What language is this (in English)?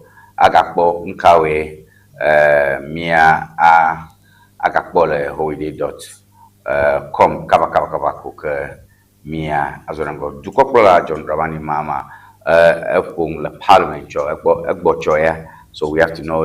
Ewe